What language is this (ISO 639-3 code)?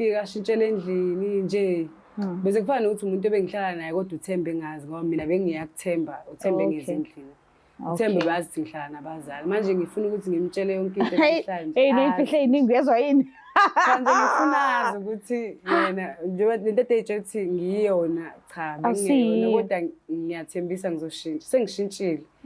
zul